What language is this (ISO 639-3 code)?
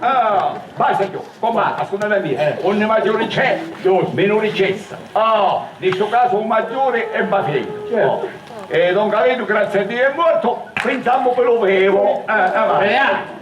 scn